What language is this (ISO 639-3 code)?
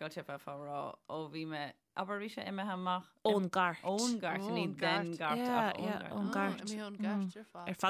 gle